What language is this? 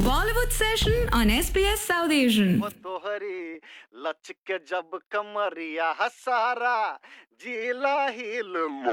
Bhojpuri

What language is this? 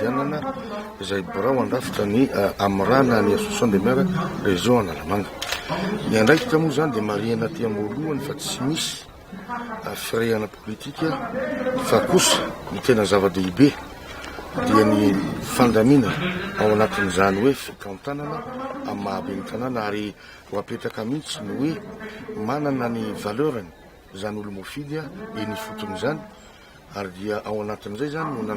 Malagasy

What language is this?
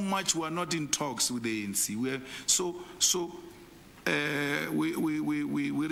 English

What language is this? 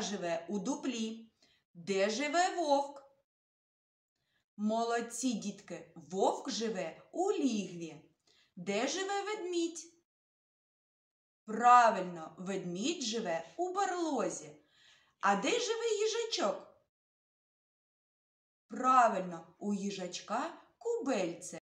Ukrainian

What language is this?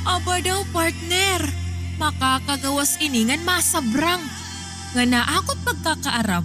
Waray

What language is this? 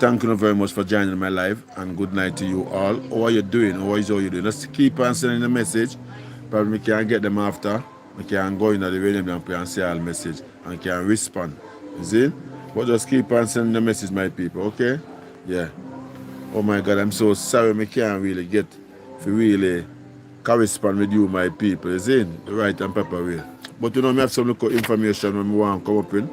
Jamaican Creole English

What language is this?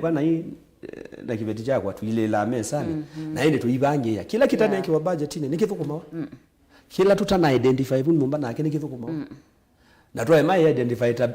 Kamba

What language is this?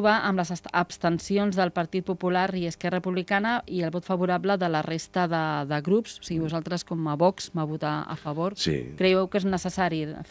Catalan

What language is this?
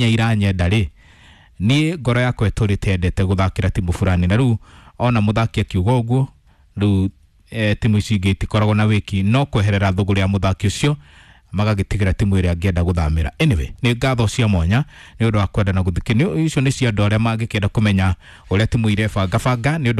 Kikuyu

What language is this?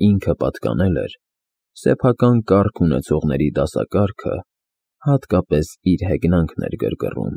Armenian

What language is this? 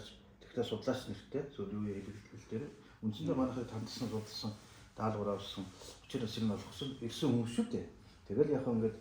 Mongolian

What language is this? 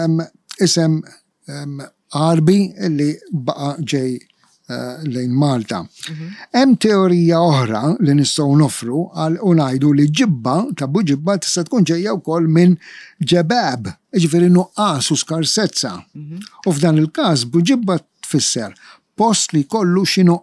Maltese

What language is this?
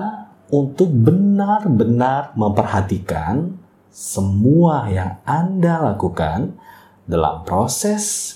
Indonesian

